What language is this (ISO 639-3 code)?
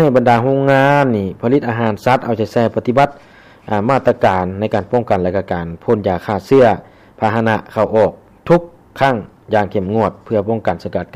lao